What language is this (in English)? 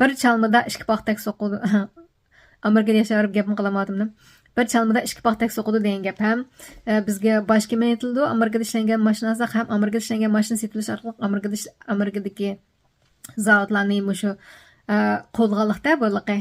Uyghur